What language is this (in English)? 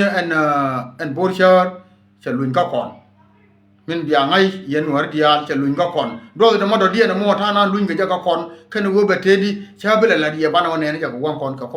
Nuer